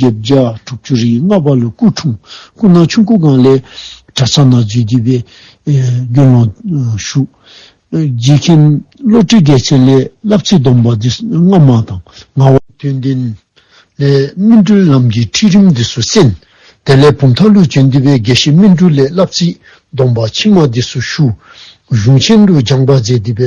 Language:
Dzongkha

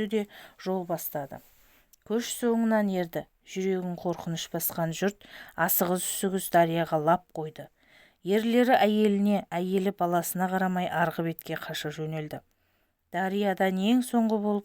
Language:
Kazakh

